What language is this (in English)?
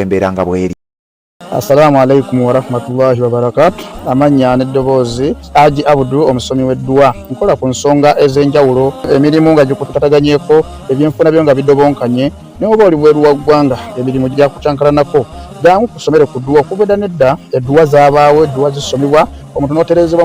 Ganda